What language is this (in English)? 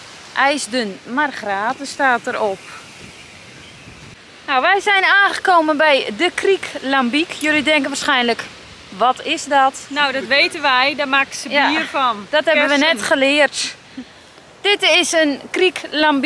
Dutch